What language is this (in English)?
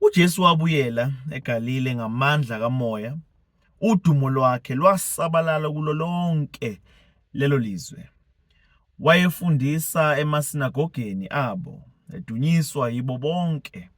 Zulu